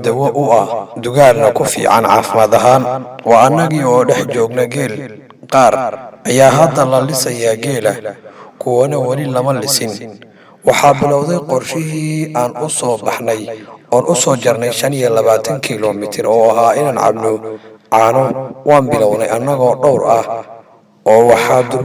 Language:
Somali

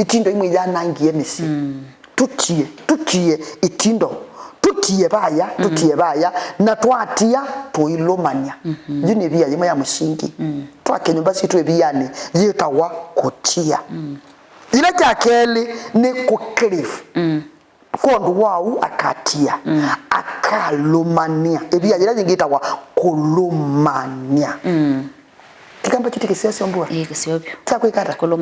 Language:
Kamba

